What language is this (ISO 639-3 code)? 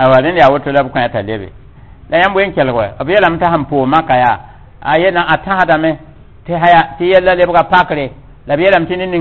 mos